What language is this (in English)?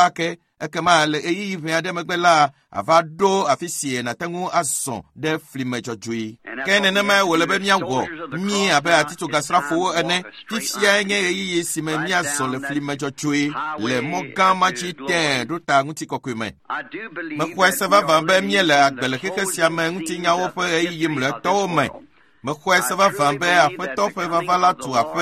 Ewe